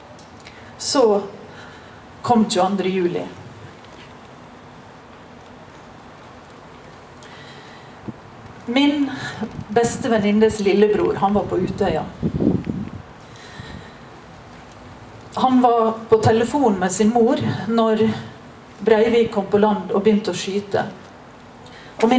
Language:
Norwegian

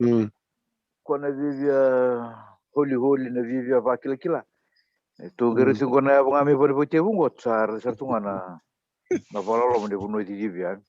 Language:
Fijian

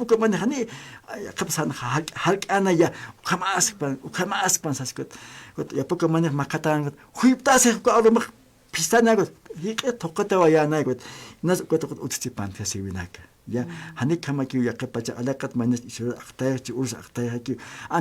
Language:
Aymara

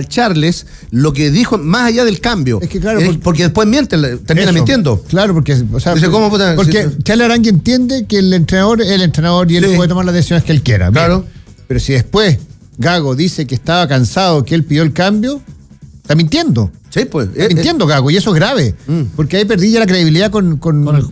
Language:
Spanish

